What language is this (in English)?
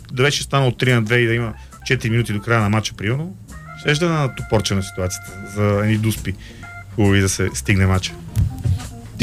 Bulgarian